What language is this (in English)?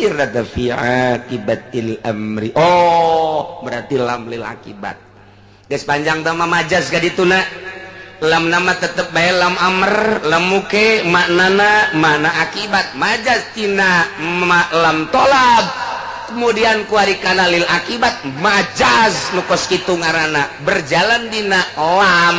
Sundanese